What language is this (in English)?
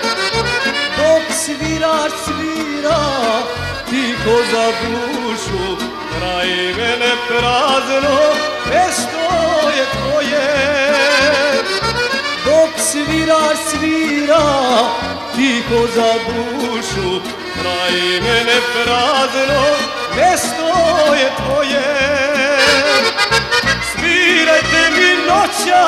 Serbian